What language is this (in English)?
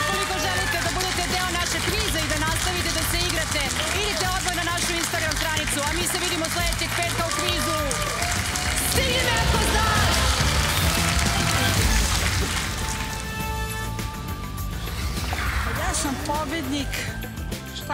Serbian